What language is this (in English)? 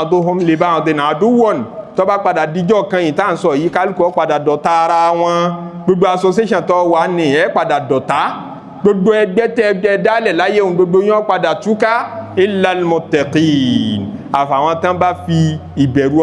Yoruba